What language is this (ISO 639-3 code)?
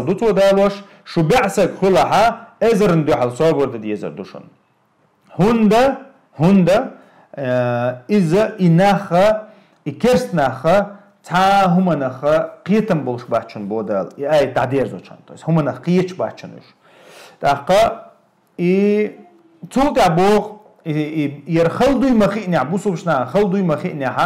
che